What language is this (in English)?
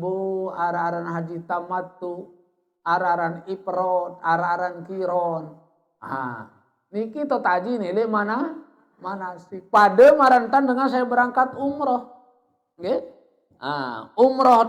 Sasak